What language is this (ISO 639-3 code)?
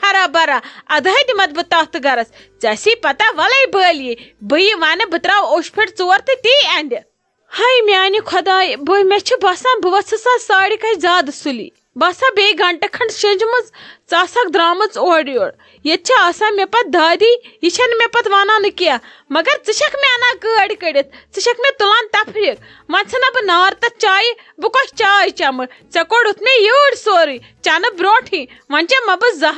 kas